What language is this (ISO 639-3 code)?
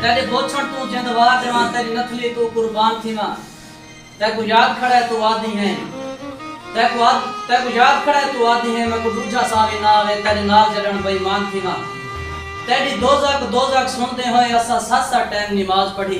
skr